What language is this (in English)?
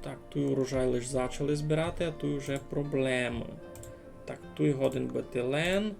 Rusyn